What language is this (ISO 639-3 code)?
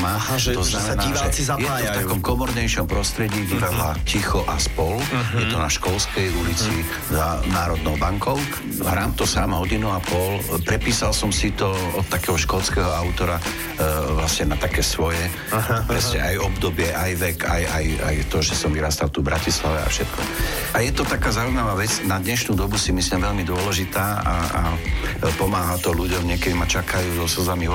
slk